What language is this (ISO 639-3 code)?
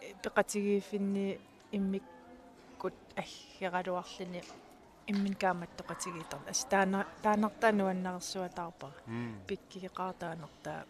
kal